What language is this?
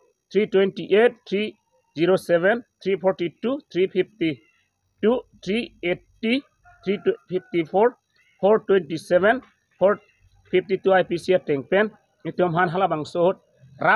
Karbi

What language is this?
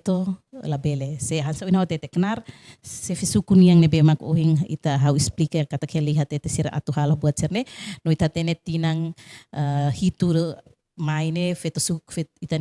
Tetum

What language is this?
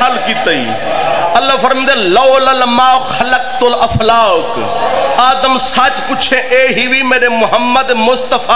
Saraiki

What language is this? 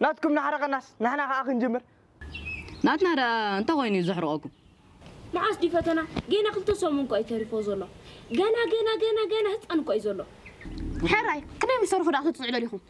Tigrinya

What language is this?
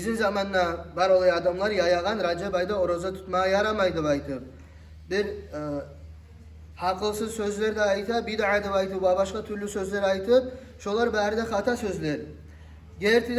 Kumyk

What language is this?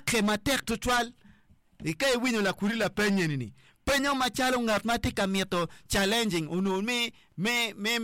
Acoli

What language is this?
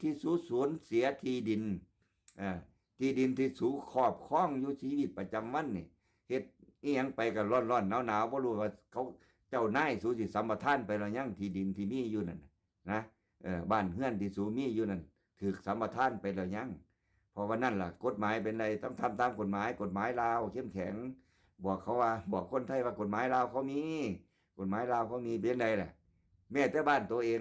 Northeastern Thai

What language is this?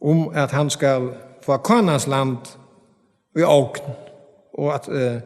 Faroese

